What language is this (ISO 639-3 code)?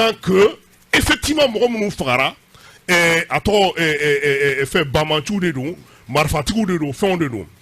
bam